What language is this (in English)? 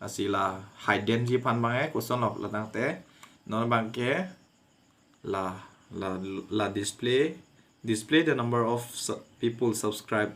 Karbi